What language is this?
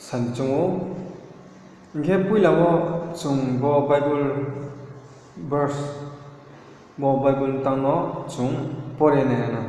Riang (India)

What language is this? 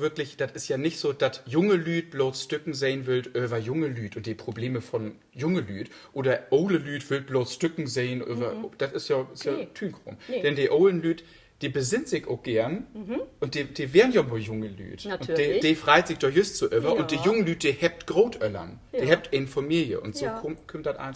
Low German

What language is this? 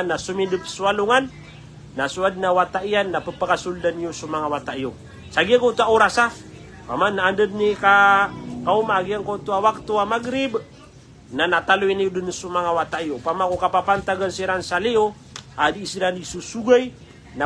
Maranao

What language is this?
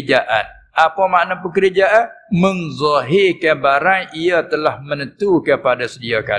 Malay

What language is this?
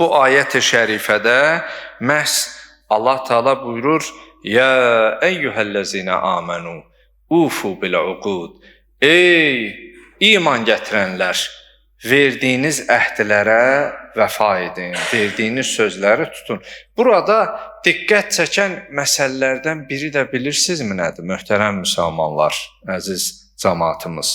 Azerbaijani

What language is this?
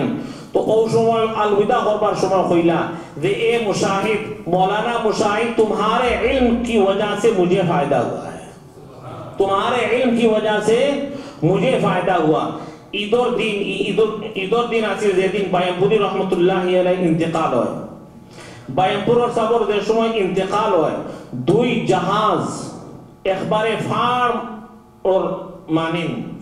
Sylheti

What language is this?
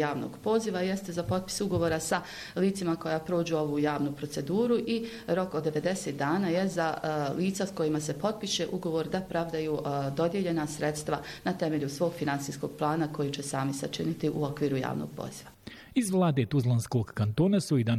Bosnian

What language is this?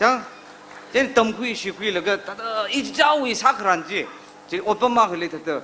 Tangkhul Naga (India)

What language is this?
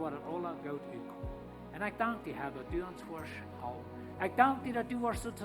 Plautdietsch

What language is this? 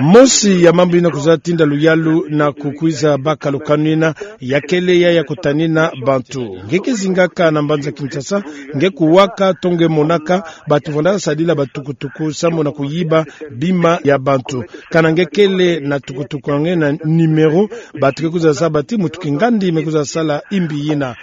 Kituba (Democratic Republic of Congo)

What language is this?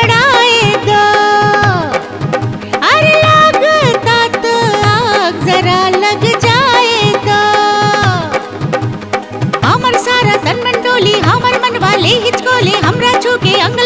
Bhojpuri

